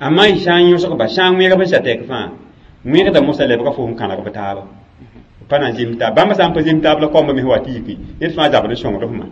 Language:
Mossi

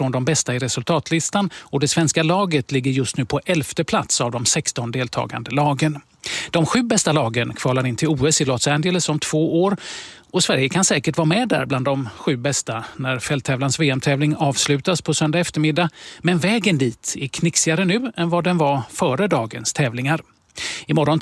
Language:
Swedish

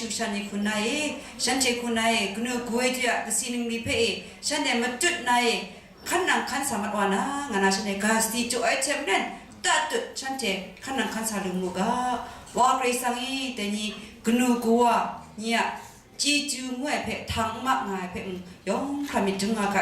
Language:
Kachin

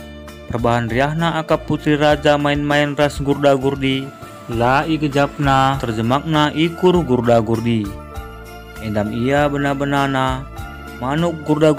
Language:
Batak Karo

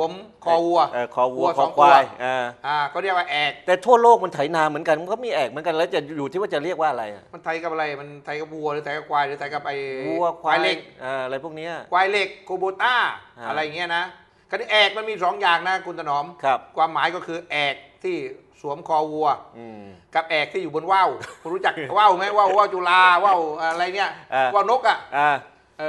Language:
Thai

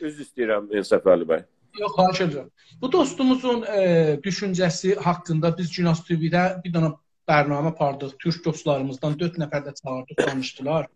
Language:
South Azerbaijani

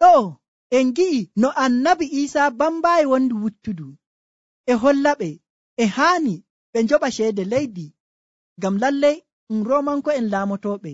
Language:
Nigerian Fulfulde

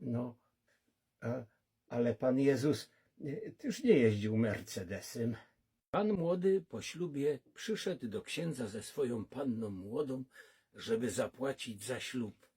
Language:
Silesian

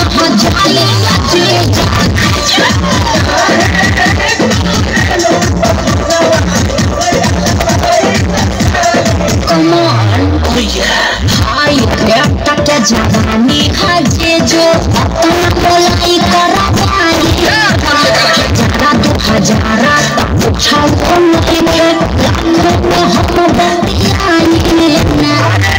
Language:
Bhojpuri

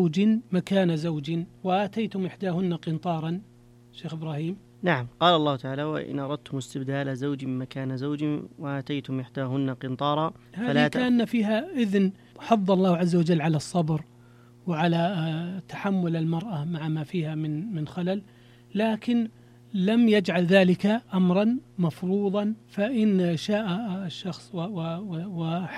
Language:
Arabic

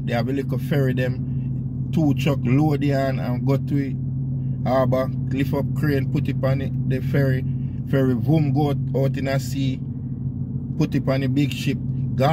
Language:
Jamaican Creole English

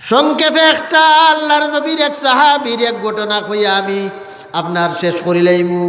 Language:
Sylheti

